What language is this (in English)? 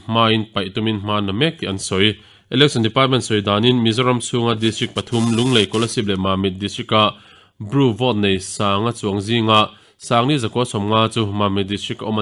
Mizo